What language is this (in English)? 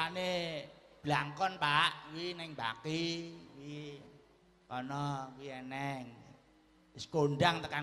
Javanese